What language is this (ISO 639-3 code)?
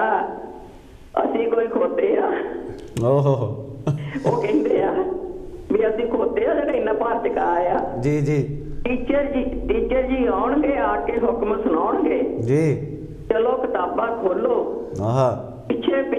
pan